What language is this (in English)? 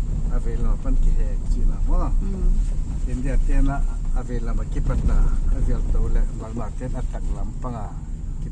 Paite Chin